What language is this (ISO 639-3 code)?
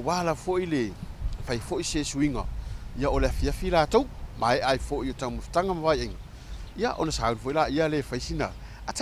smo